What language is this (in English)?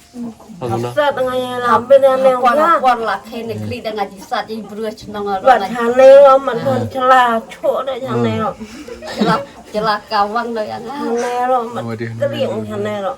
Khasi